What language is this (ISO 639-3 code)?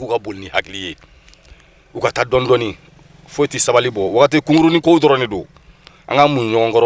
bam